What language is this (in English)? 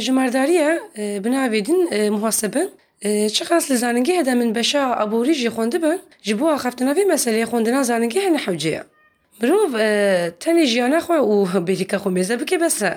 Kurdish